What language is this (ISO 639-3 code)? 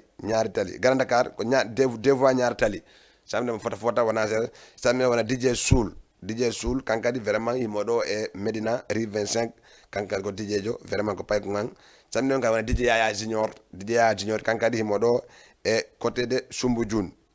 ful